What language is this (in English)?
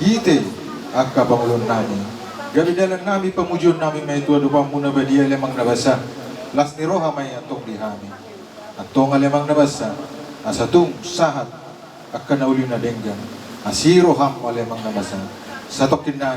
Batak Toba